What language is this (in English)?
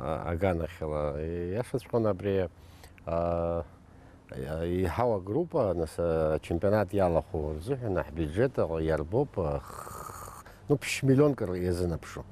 Abkhazian